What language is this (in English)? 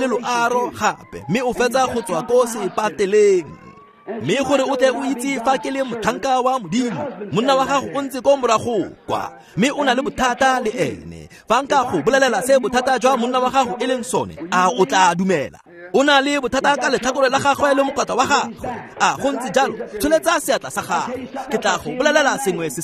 Tswana